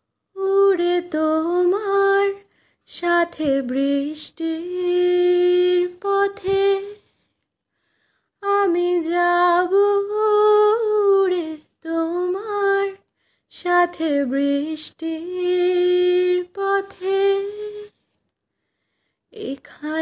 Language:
Bangla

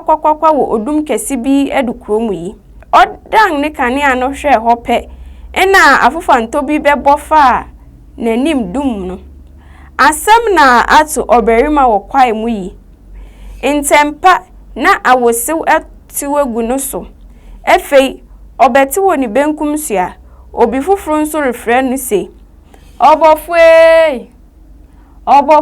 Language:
Akan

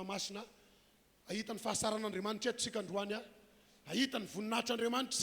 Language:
Malagasy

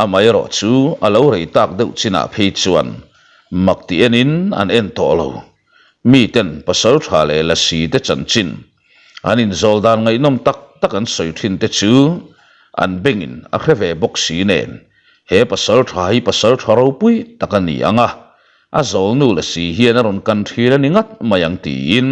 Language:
Mizo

